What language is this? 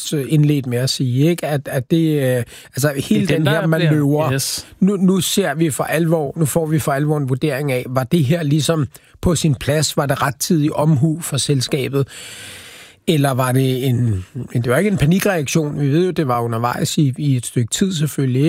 Danish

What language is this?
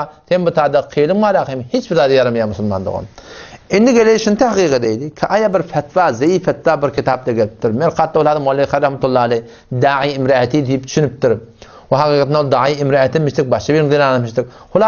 Turkmen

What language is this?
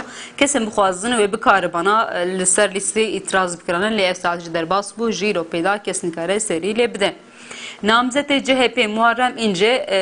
Kurdish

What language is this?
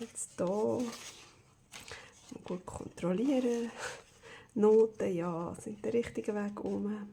Swiss German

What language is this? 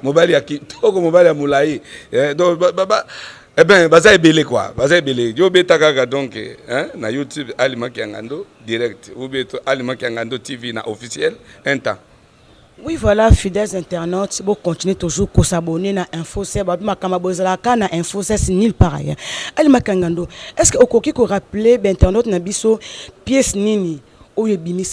Lingala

